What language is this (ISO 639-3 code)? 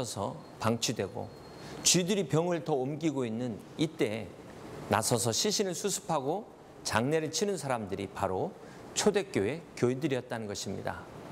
kor